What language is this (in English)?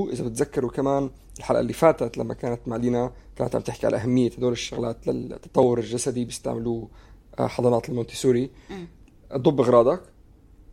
North Levantine Arabic